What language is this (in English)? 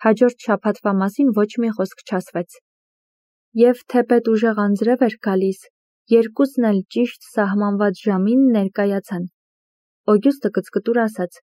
Armenian